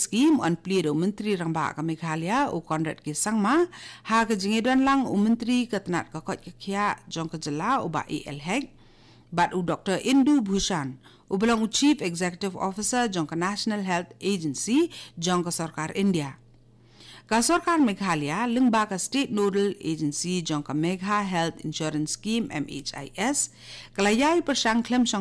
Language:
Khasi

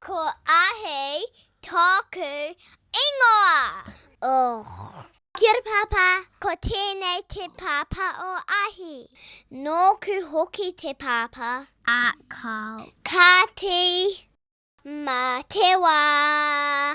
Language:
Māori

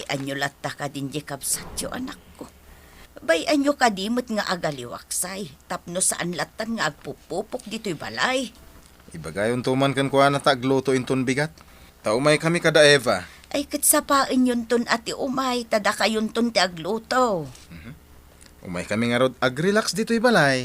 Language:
Iloko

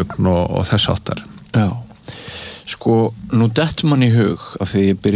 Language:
Icelandic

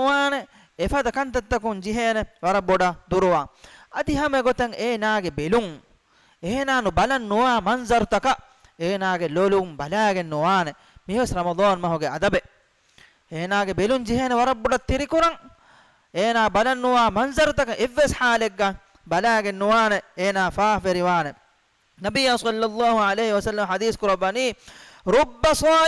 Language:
Divehi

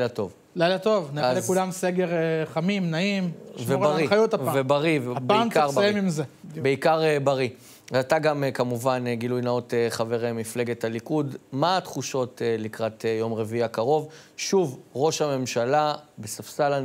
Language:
Hebrew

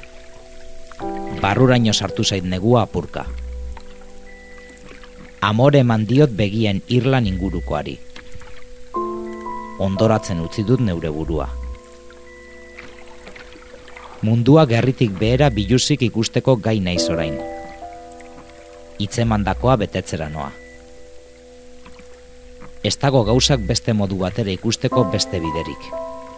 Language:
Basque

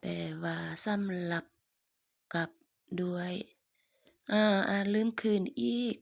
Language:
Lao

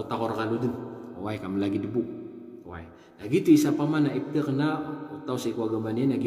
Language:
Maranao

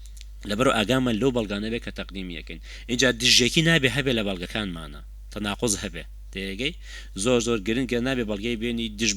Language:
Central Kurdish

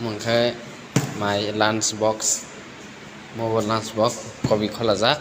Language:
Kok Borok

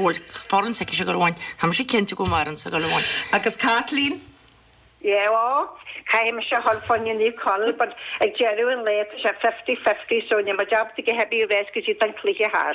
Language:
Irish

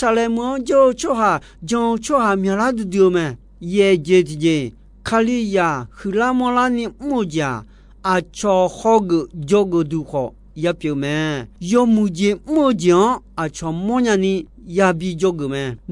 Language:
Akha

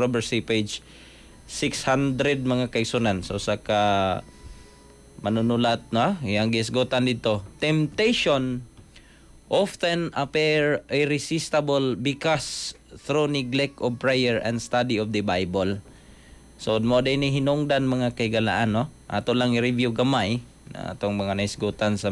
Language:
Cebuano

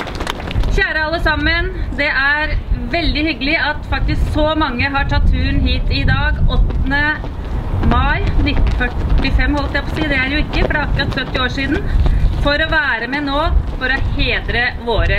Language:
Norwegian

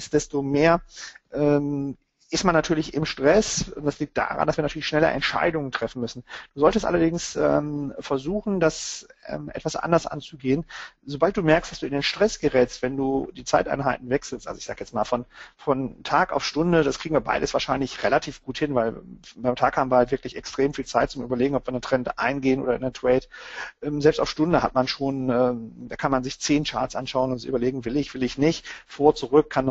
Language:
German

